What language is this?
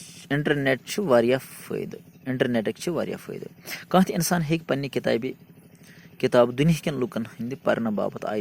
Kashmiri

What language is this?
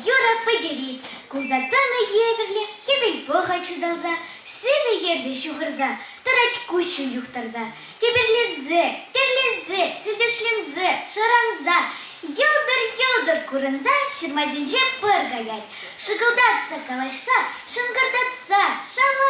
Chuvash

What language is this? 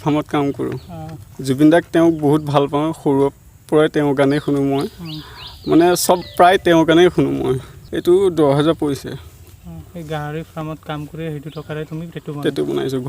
Assamese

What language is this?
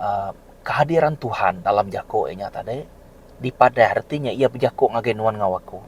Iban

